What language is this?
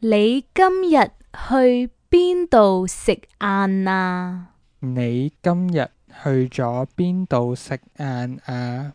Cantonese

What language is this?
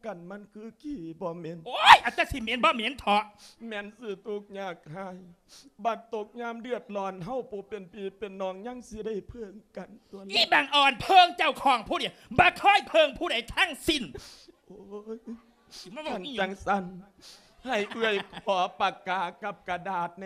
Lao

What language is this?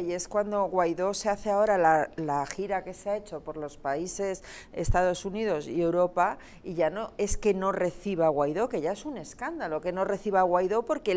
Spanish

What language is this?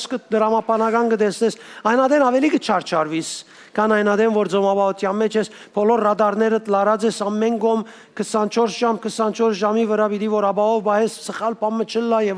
Western Armenian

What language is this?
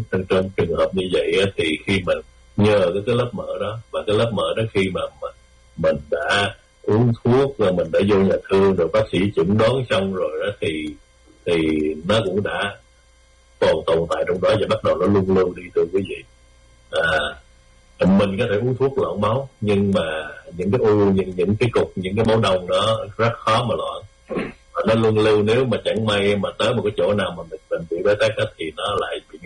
Vietnamese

